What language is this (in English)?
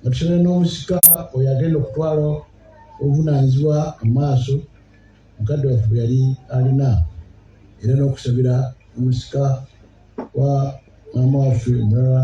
Ganda